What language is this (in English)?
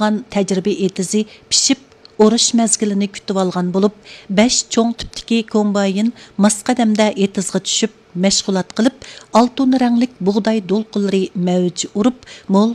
Uyghur